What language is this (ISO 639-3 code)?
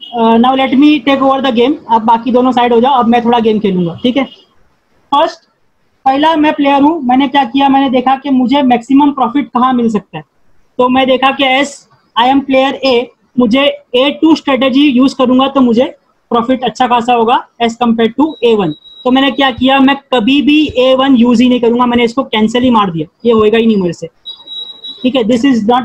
hin